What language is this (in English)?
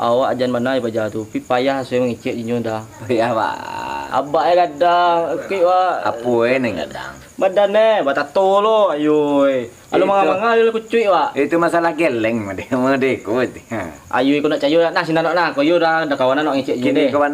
Minangkabau